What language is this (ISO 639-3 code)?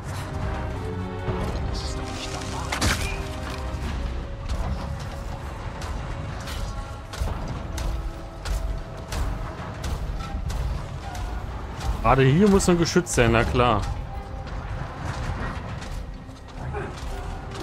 deu